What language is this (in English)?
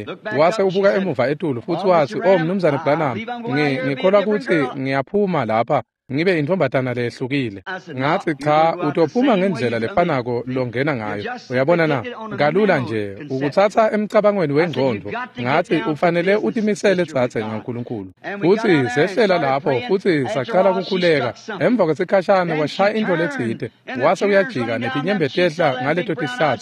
Swati